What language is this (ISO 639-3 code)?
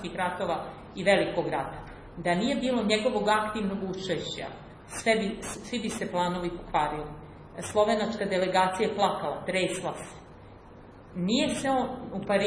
srp